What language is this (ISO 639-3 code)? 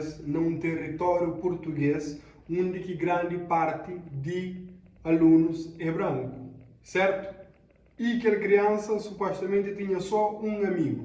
kea